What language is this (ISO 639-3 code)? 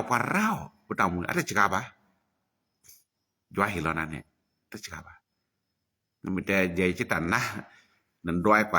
ksw